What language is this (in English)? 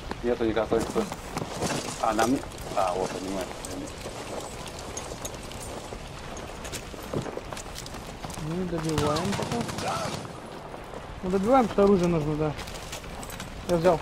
Russian